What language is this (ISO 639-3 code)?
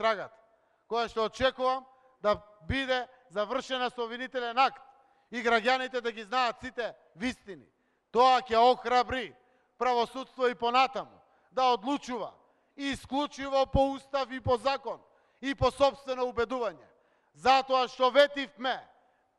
mkd